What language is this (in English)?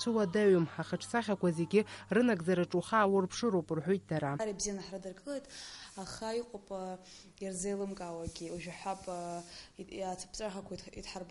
Abkhazian